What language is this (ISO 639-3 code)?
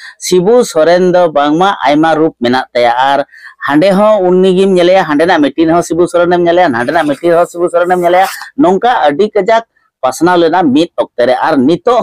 sat